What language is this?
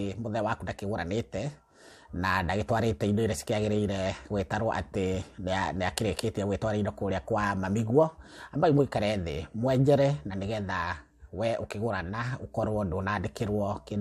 Kikuyu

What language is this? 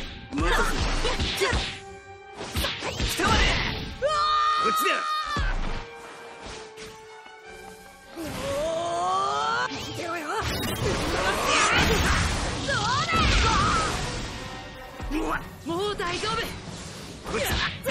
Japanese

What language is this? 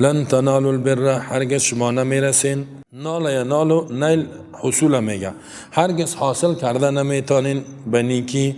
Persian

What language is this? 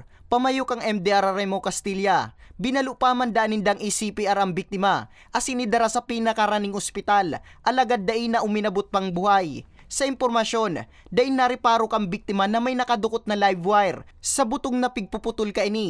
Bikol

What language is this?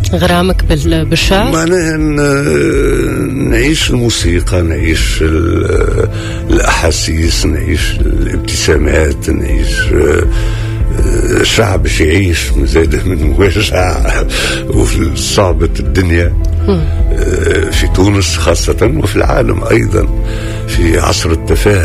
Tunisian Arabic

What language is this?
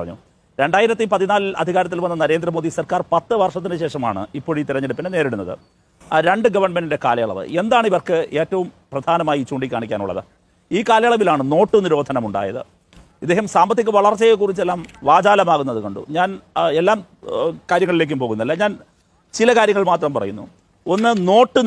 Malayalam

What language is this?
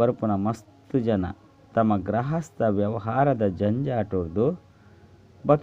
Tulu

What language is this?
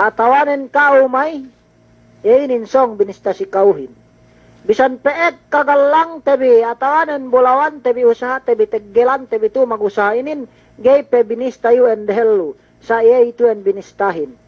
Yakan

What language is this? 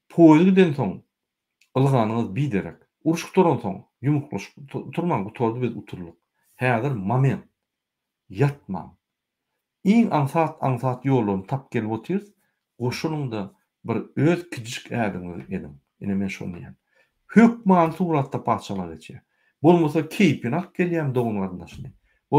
Turkmen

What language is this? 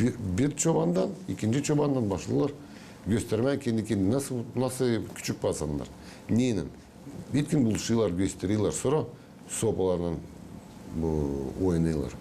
Gagauz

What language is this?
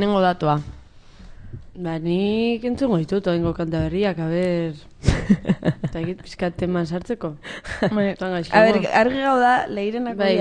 Basque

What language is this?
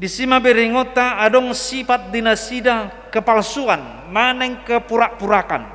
Batak Toba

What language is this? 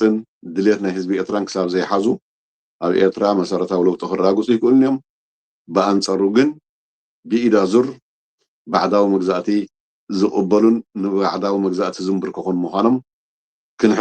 Tigrinya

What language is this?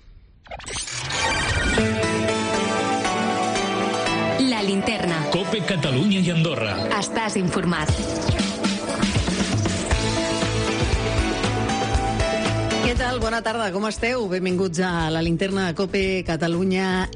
Catalan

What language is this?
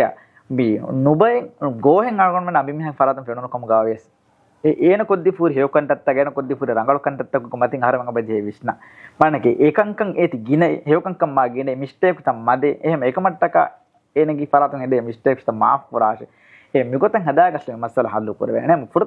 Divehi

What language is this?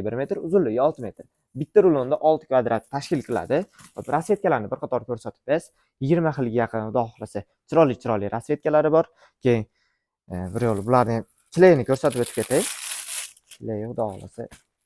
Uzbek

